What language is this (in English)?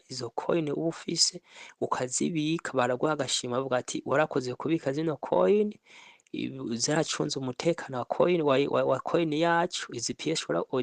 Rundi